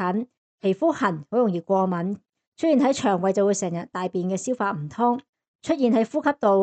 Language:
Cantonese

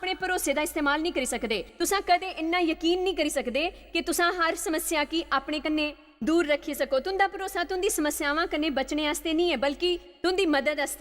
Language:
Dogri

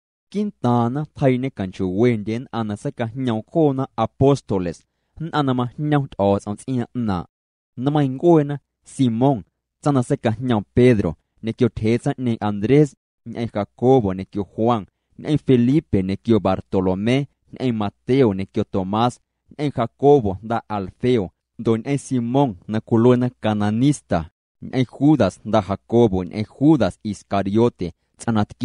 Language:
Guerrero Amuzgo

